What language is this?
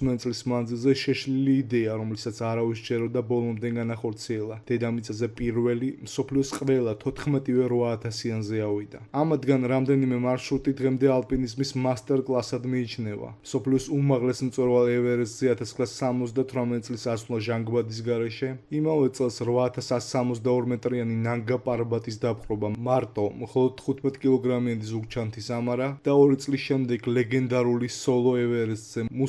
Georgian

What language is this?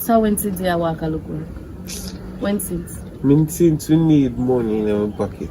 Jamaican Creole English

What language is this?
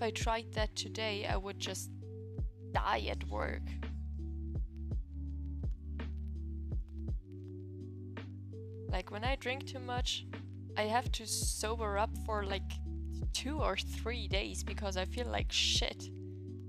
English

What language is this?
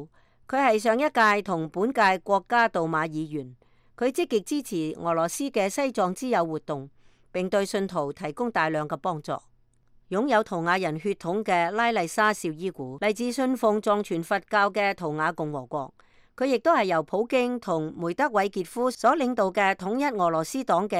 Cantonese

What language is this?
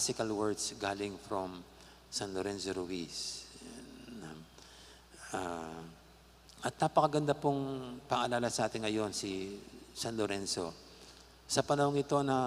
Pampanga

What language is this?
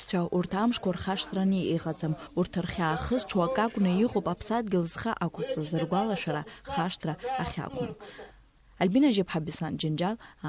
Abkhazian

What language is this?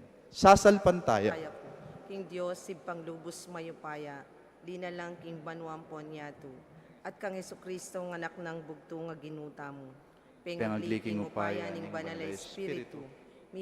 Pampanga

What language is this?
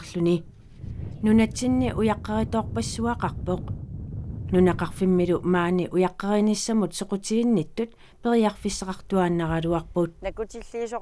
Kalaallisut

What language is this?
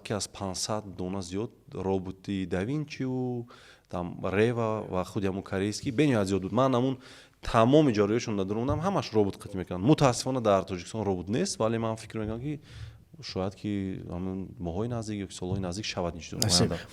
Tajik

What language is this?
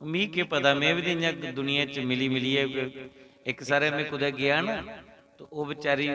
Dogri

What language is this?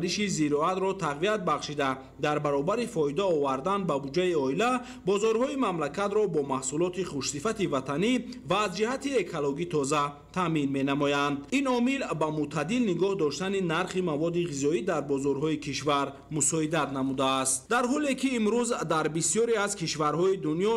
Tajik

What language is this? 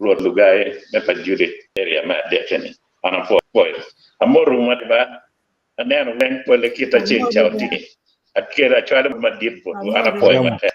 Acoli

